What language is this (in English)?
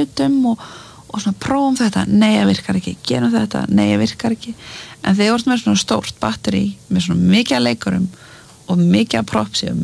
Icelandic